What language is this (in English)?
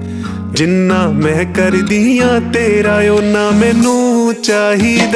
Punjabi